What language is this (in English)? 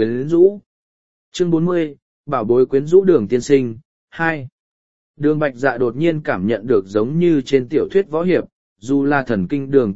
Vietnamese